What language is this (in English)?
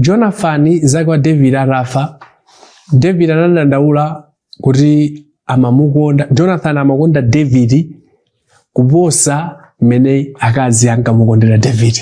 Nyanja